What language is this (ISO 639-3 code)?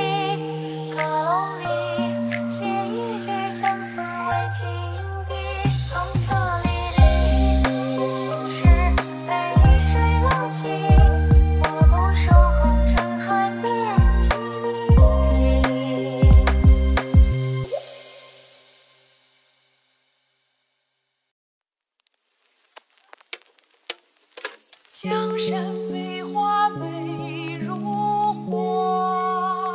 zho